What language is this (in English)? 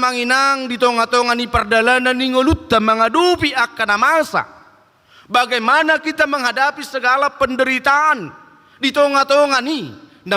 Batak Toba